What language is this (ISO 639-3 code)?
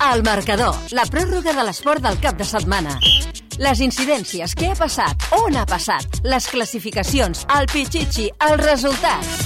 cat